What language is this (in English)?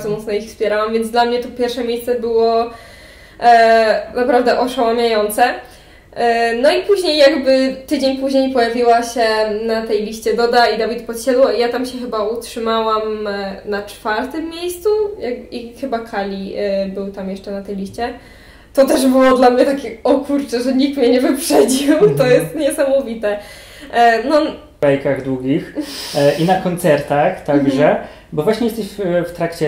Polish